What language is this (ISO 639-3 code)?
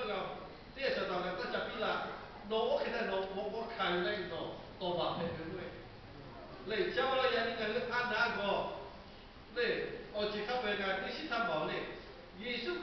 lhu